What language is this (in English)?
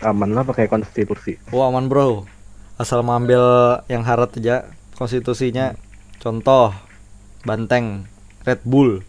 Banjar